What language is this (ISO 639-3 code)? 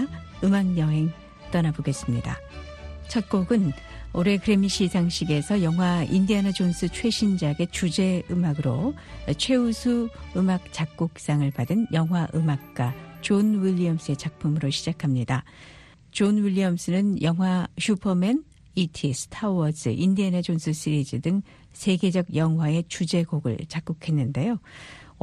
kor